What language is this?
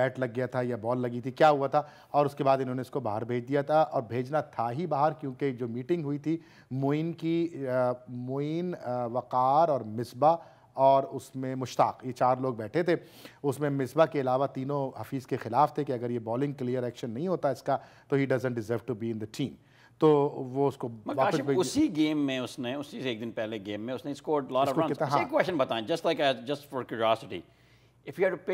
Urdu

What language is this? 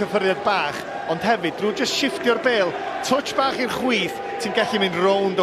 Welsh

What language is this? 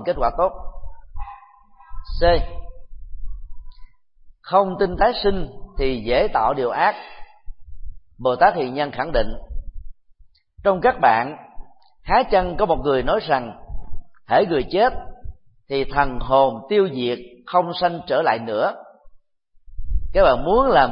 Vietnamese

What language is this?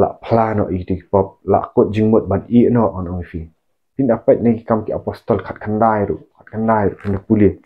Khasi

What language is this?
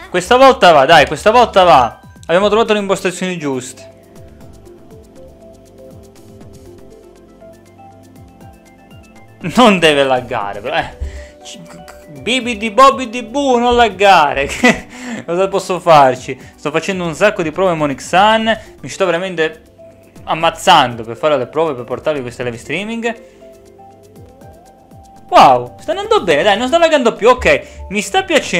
Italian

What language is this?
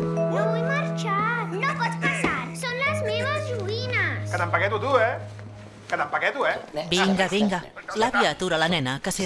Catalan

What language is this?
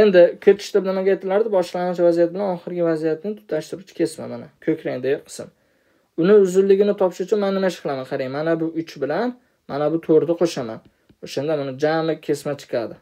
Uzbek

